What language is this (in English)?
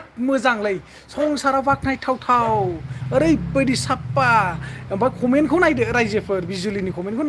Bodo